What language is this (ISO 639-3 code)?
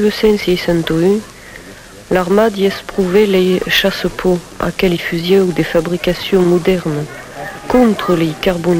oci